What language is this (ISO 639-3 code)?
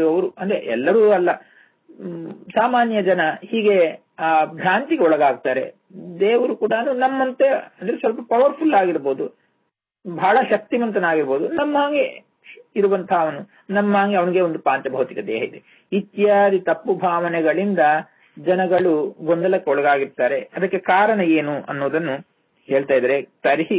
kan